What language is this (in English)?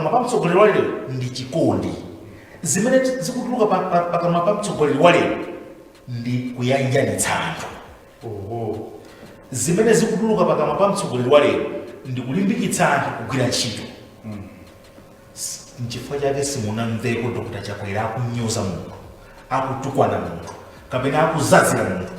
Nyanja